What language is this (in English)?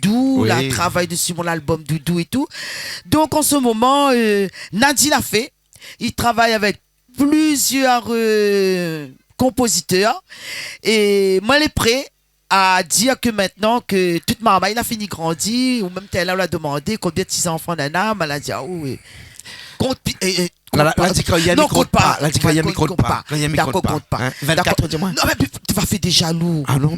Réunion Creole French